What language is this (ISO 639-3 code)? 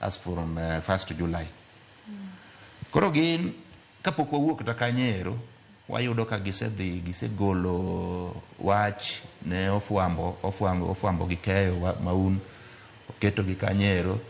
luo